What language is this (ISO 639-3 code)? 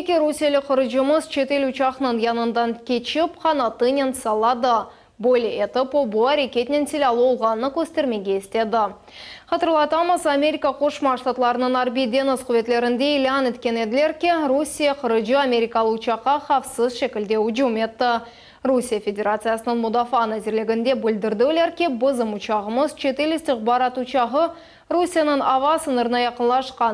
crh